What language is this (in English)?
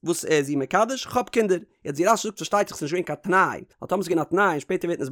Yiddish